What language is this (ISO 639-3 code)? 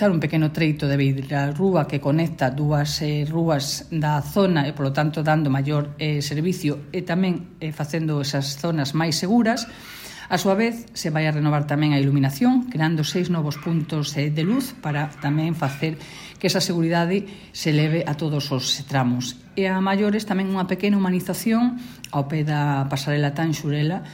glg